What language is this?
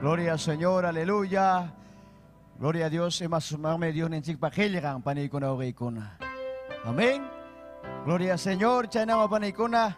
Ayacucho Quechua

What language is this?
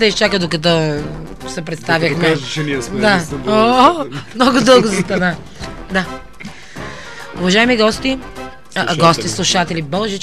Bulgarian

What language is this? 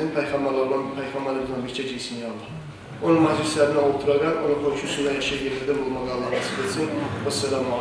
Kumyk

